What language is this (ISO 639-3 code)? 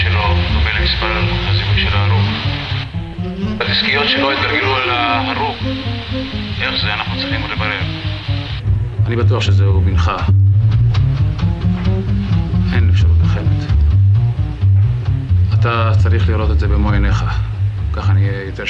heb